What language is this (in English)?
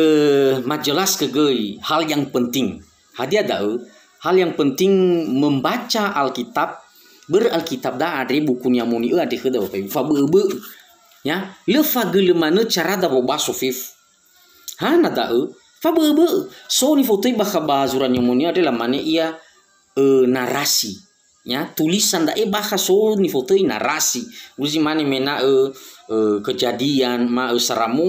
Nias